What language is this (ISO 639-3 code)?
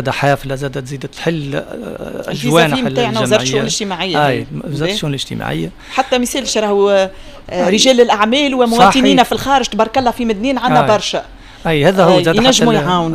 aeb